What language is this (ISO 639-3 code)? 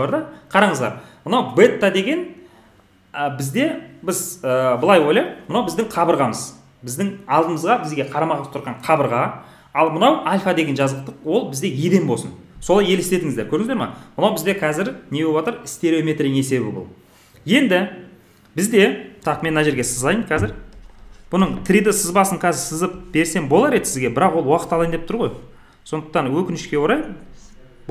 kaz